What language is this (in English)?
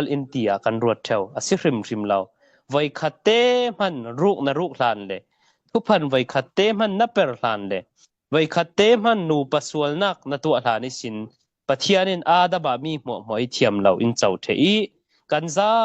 Falam Chin